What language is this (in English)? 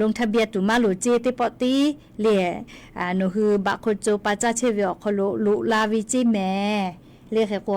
Lahu